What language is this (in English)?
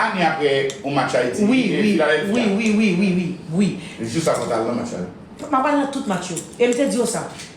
Haitian Creole